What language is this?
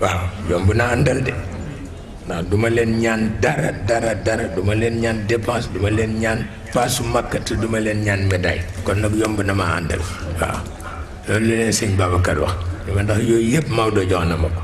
Wolof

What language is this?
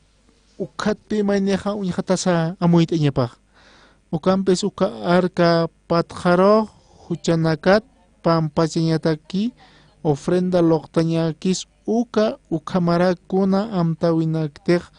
Aymara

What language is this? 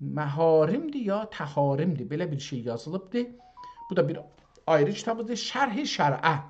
South Azerbaijani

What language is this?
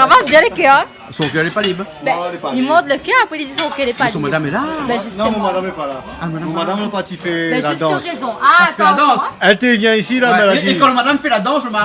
Réunion Creole French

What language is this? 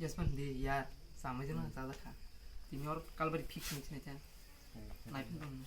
Kok Borok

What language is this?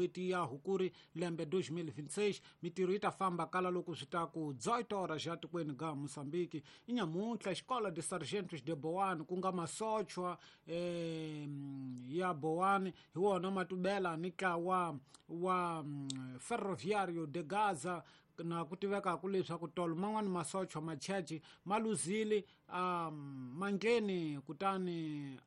Tsonga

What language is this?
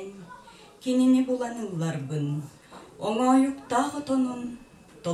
Yakut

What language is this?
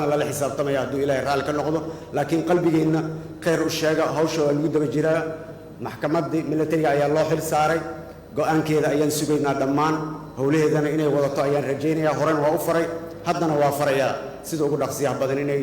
Somali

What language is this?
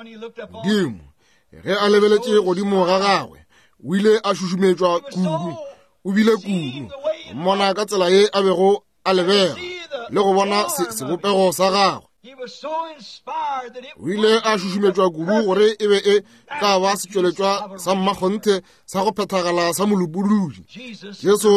Northern Sotho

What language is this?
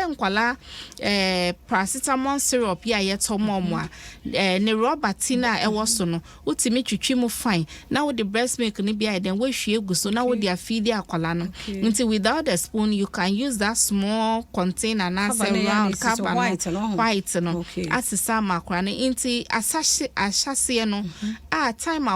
Akan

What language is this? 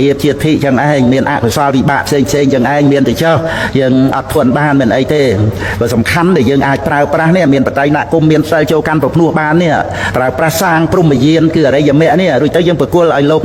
Khmer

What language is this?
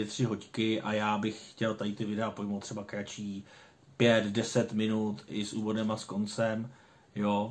Czech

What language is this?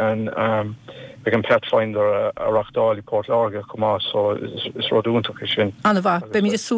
Irish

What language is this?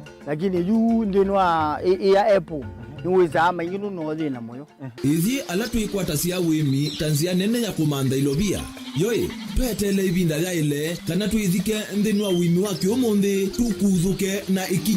Kamba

